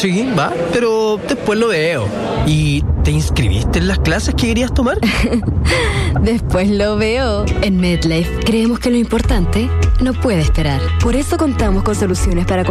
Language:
Spanish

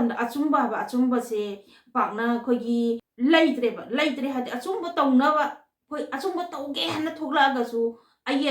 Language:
Manipuri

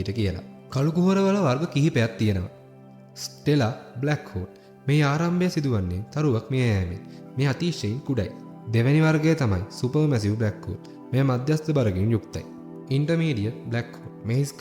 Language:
Sinhala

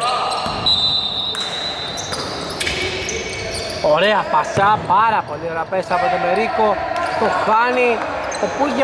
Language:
Greek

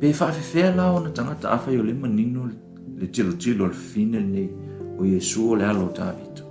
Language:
Samoan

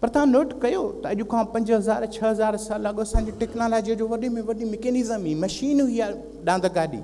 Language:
Sindhi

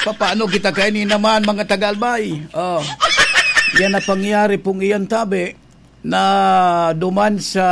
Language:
Bikol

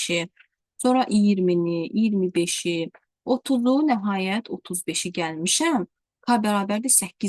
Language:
Azerbaijani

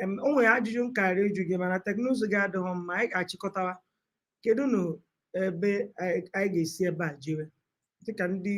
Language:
Igbo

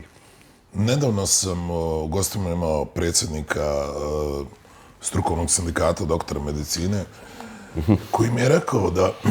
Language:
Bosnian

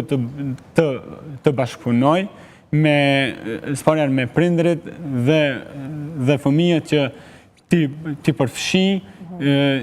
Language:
Albanian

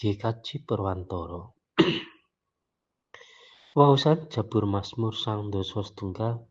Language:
Javanese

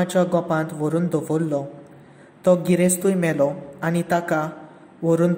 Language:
Konkani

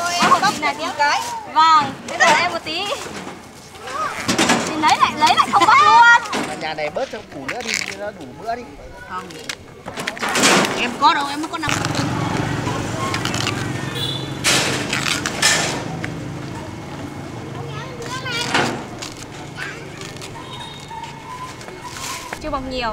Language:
Vietnamese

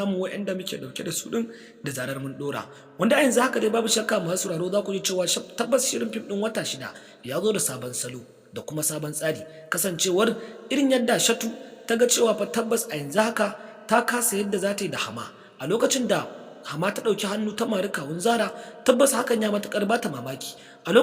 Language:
Hausa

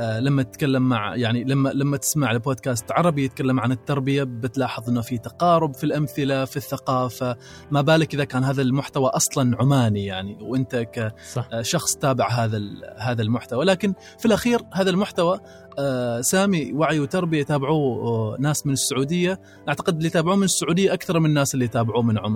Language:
Gulf Arabic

